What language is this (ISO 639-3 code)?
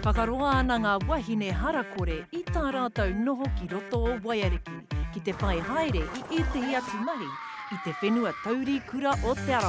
mri